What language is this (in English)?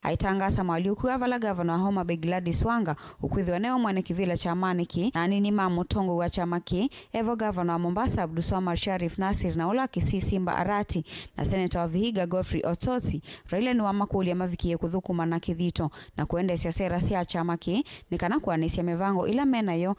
Kamba